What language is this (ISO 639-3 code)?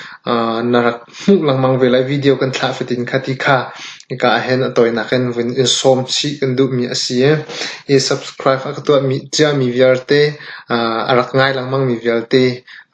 cnh